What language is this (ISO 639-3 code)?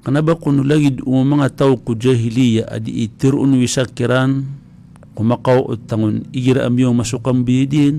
mrw